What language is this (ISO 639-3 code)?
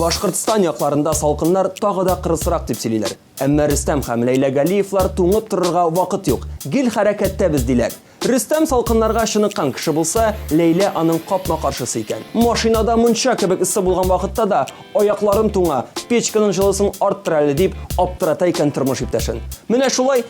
tat